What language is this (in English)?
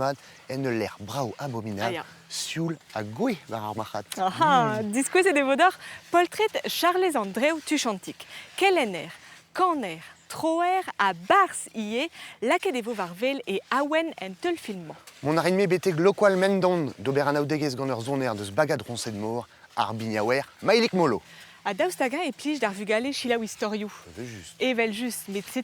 Breton